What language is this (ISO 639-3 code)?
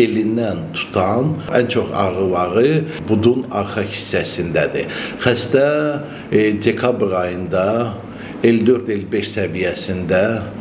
aze